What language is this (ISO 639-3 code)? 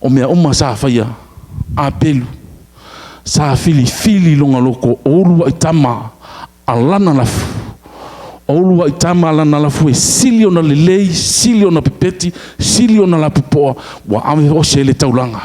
smo